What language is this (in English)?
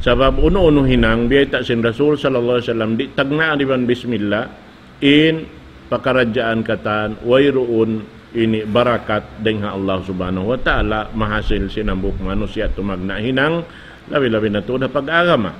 Tausug